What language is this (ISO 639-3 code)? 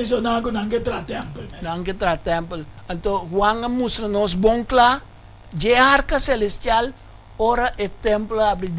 pap